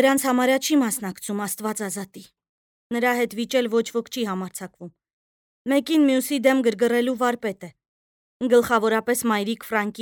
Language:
Armenian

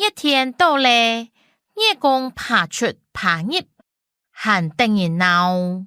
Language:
Hakka Chinese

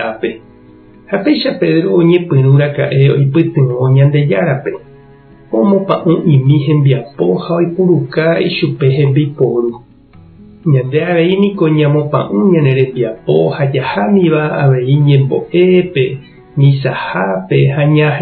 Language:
Guarani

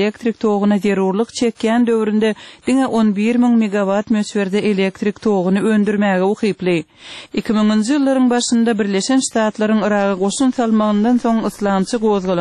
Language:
Turkmen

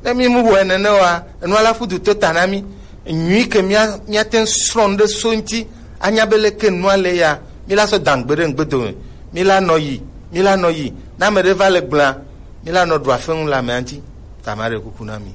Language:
Gen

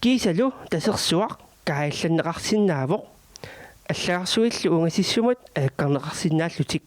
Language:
Kalaallisut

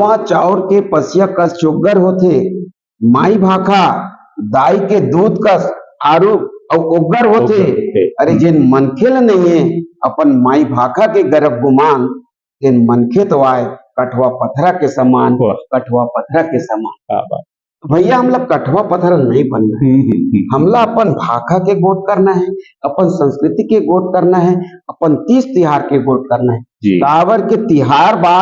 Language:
Chhattisgarhi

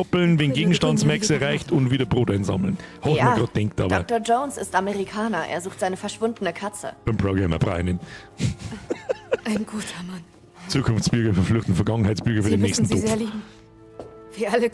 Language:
Bavarian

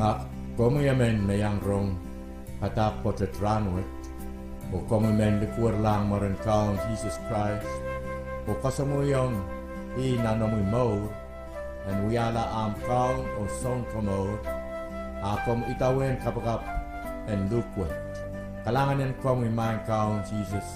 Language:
Pohnpeian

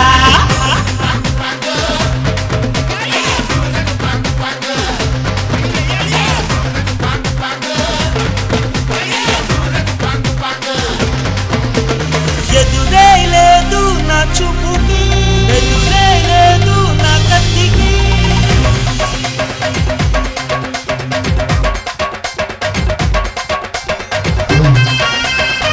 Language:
Telugu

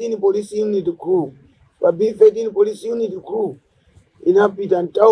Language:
Nyanja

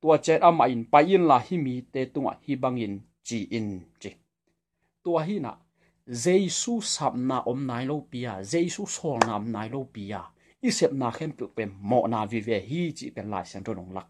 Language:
Tedim Chin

